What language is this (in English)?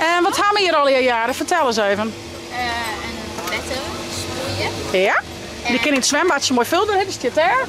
Western Frisian